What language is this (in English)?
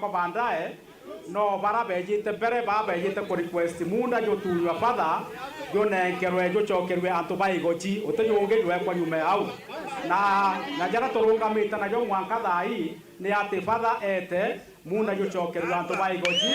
Meru